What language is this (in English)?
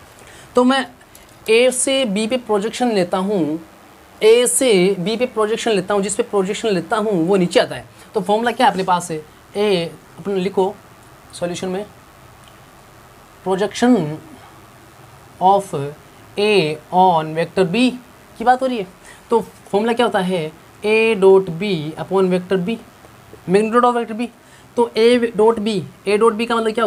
Hindi